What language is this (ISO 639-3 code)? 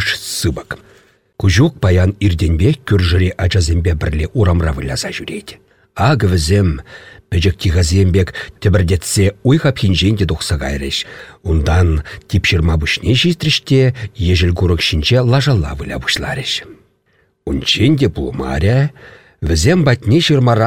chv